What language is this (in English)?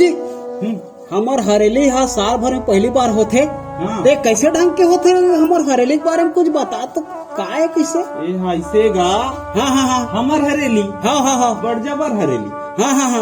Chhattisgarhi